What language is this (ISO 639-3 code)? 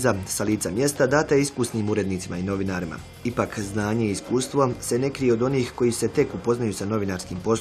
bos